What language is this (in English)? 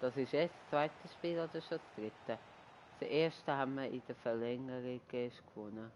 Swiss German